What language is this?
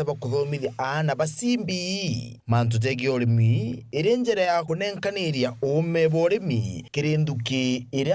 Meru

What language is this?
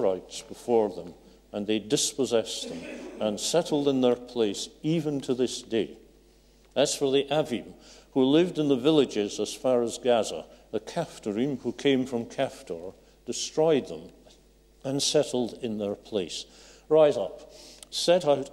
English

